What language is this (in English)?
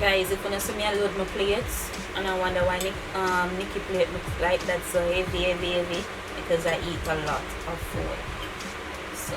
Jamaican Creole English